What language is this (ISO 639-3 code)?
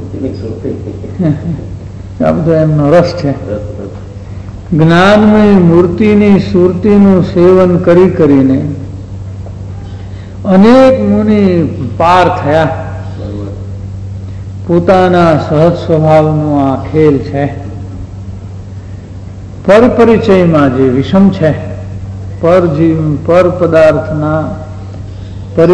guj